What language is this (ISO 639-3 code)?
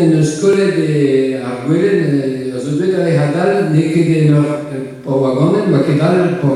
bre